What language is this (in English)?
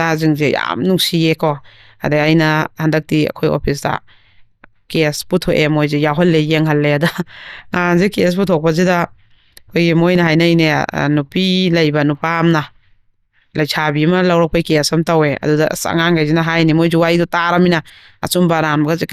Manipuri